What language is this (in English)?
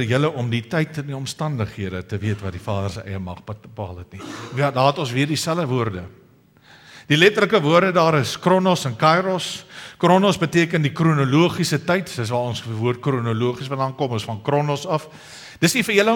Afrikaans